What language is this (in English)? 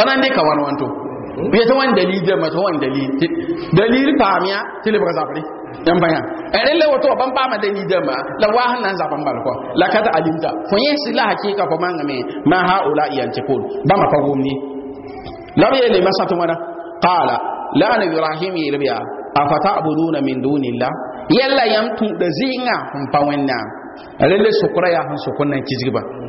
Mossi